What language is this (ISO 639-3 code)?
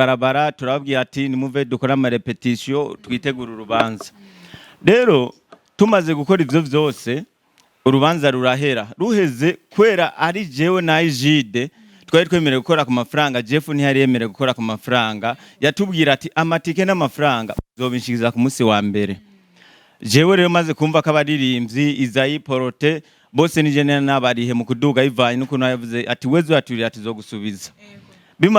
run